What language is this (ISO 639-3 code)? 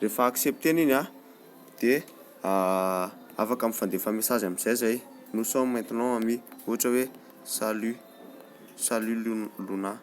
mlg